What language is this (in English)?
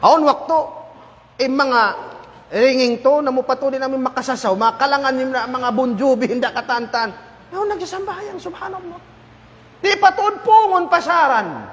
Tausug